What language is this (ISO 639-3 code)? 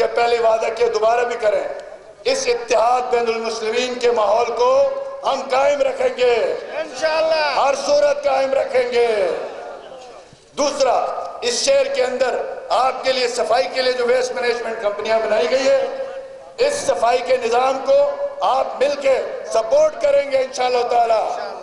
urd